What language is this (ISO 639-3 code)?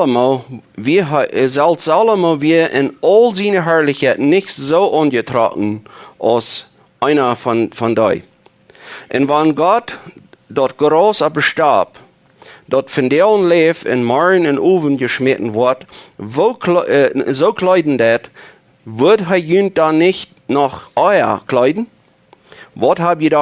pdt